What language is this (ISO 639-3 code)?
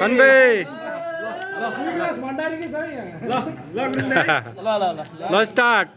nep